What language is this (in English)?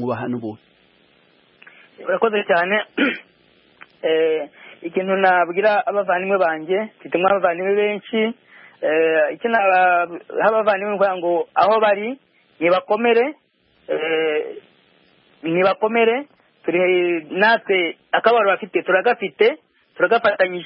Kinyarwanda